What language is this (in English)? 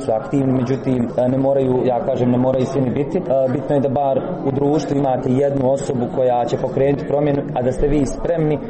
Croatian